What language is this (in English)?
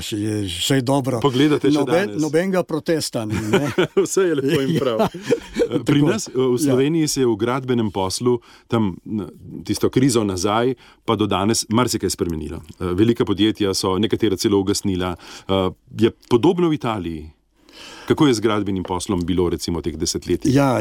Slovenian